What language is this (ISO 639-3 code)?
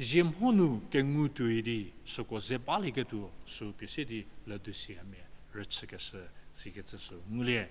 njm